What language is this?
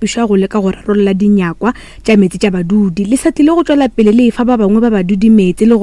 Northern Sotho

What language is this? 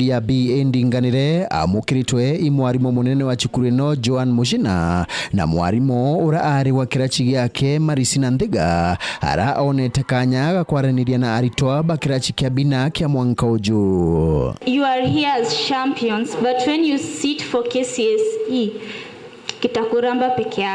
Meru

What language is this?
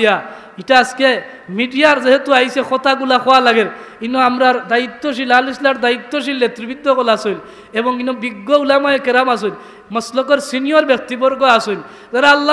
Sylheti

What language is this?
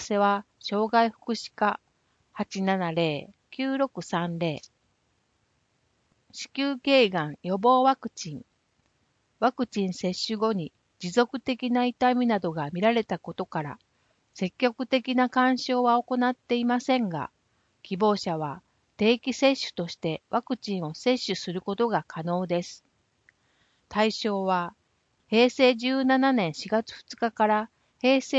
Japanese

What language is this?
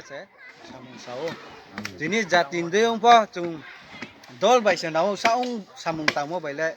Riang (India)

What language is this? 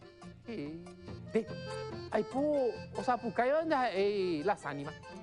Guarani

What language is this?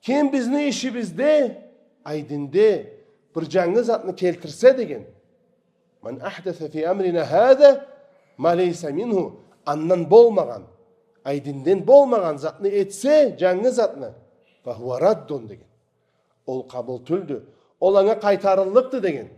Karachay-Balkar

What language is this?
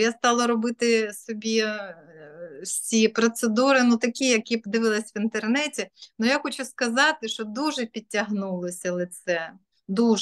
Ukrainian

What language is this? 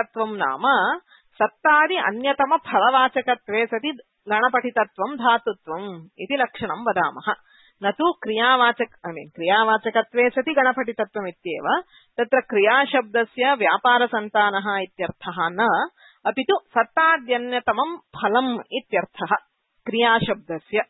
Sanskrit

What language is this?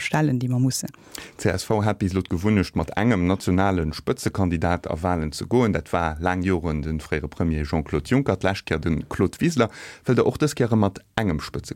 Luxembourgish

